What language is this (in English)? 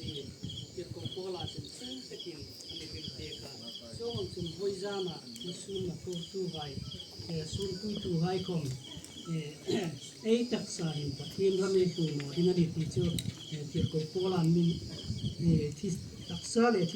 Hmar